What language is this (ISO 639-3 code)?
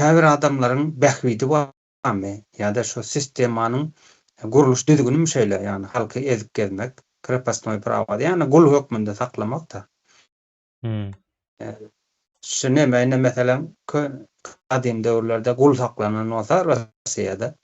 tuk